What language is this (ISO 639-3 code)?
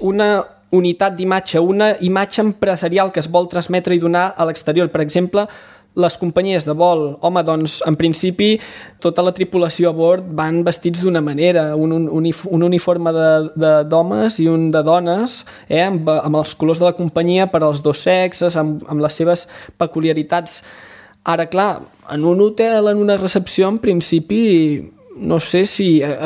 cat